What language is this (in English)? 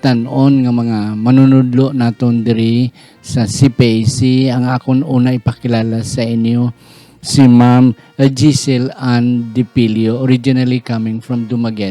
Hiligaynon